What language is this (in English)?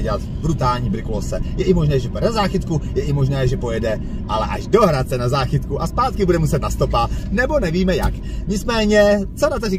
Czech